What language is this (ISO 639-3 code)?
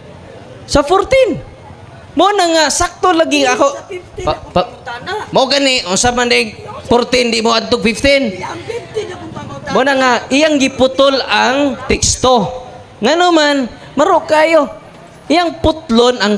ceb